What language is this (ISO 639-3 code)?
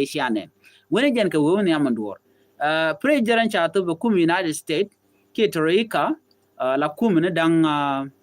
nus